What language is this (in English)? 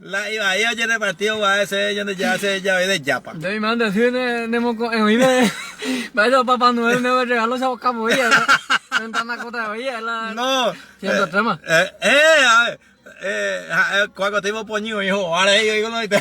Guarani